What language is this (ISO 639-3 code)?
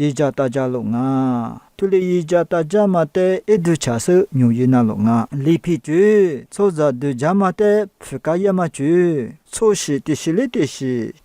lis